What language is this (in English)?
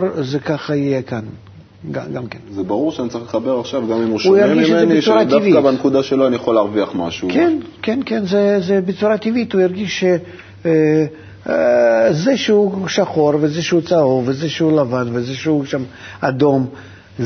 Hebrew